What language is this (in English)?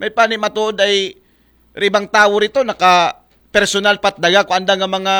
Aklanon